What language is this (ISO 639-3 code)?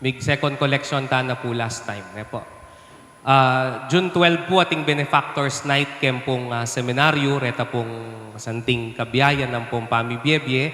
pam